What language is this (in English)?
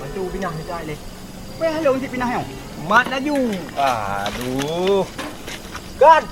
Achinese